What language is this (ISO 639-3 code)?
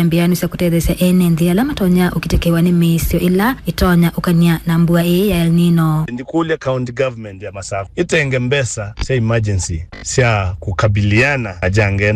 kam